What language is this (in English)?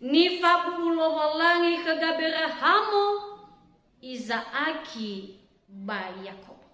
Nias